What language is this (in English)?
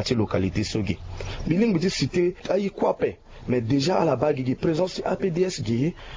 Sango